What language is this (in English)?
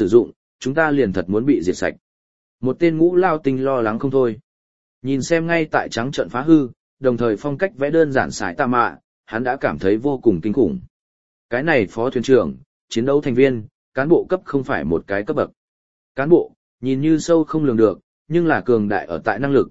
Vietnamese